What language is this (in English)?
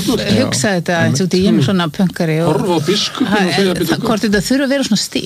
Icelandic